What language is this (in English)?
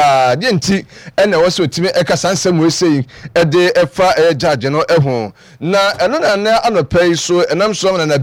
Akan